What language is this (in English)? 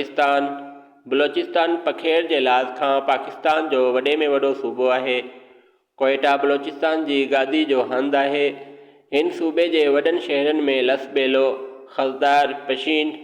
Sindhi